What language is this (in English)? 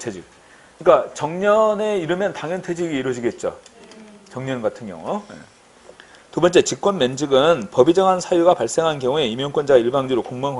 Korean